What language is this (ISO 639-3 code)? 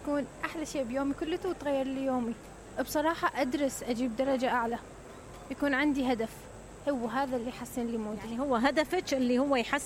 acm